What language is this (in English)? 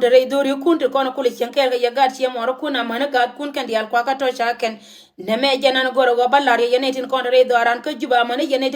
Nuer